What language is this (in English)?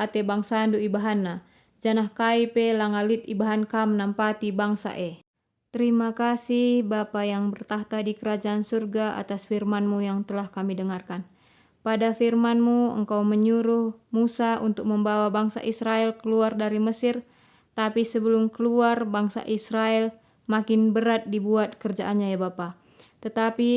Batak Karo